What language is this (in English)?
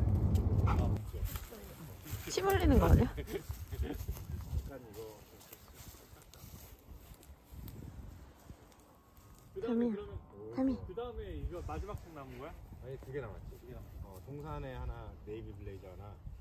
Korean